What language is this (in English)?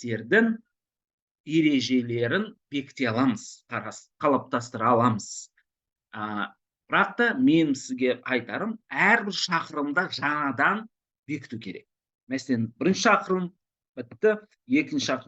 Kazakh